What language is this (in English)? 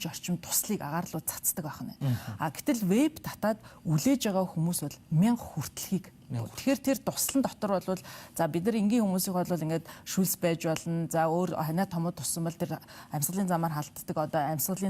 Mongolian